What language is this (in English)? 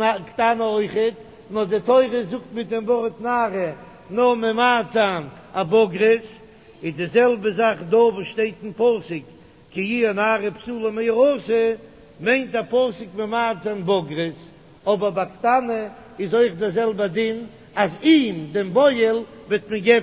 Yiddish